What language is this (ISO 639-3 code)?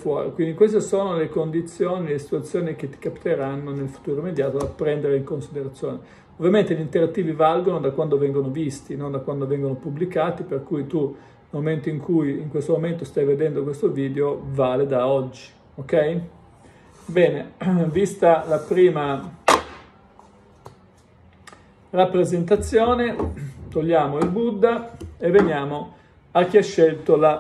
ita